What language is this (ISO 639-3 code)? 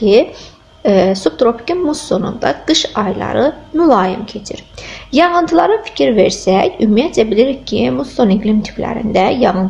aze